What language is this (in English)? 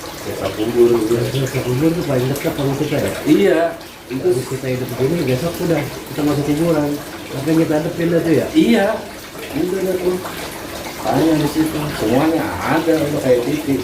Betawi